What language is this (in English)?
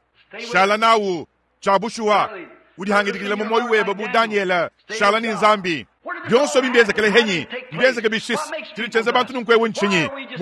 Luba-Lulua